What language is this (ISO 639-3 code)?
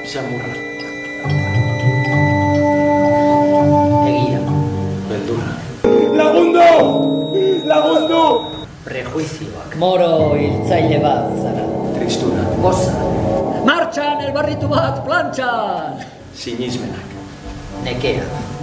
eus